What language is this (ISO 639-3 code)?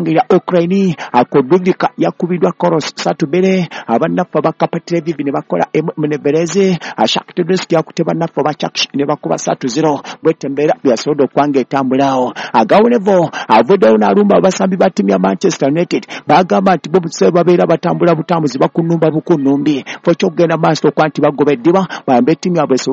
lug